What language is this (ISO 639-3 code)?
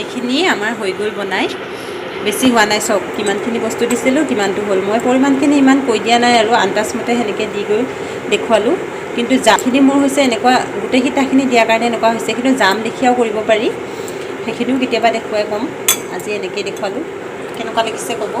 asm